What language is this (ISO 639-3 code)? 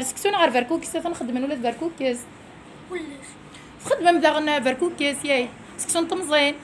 kab